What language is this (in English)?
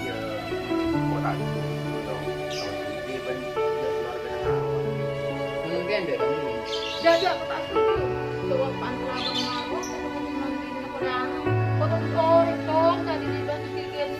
Madurese